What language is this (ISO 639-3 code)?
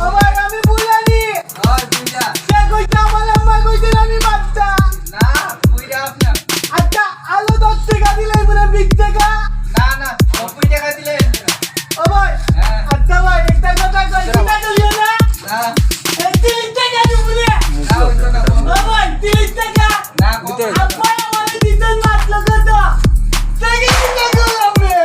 syl